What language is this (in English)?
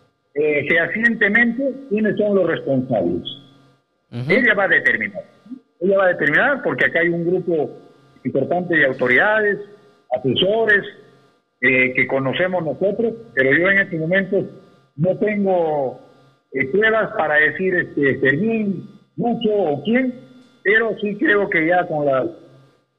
Spanish